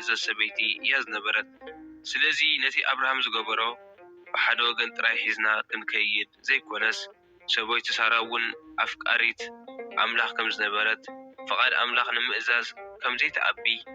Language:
Tigrinya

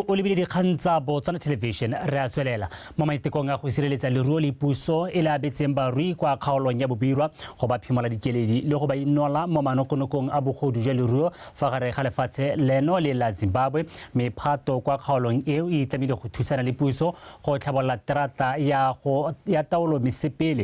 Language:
Tswana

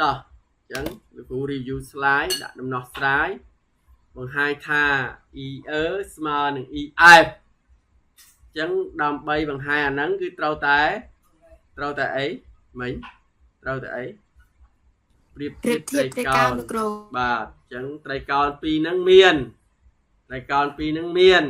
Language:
Khmer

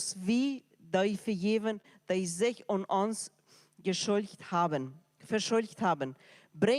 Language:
Plautdietsch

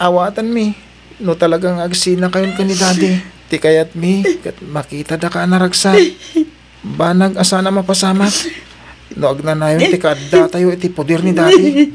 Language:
Iloko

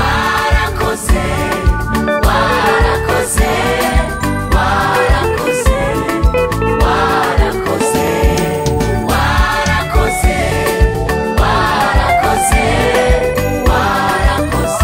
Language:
Kinyarwanda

